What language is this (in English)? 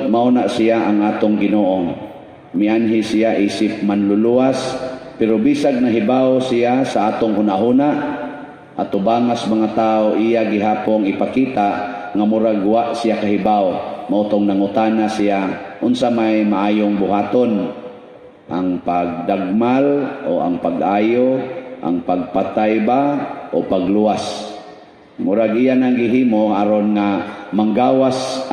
Cebuano